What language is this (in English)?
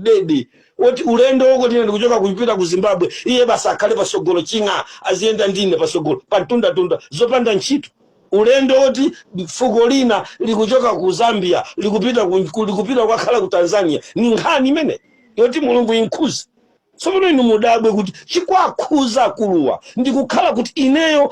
Nyanja